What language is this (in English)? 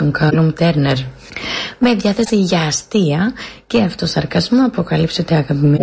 Greek